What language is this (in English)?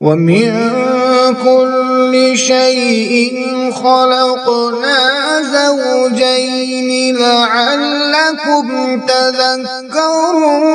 Kashmiri